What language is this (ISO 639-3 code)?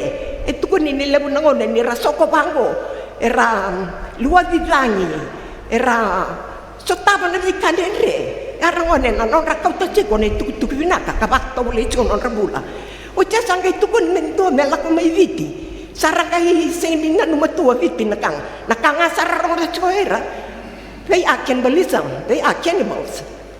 fij